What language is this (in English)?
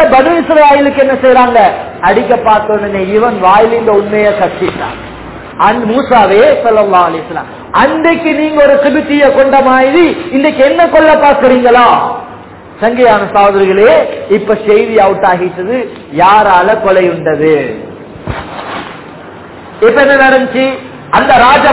Tamil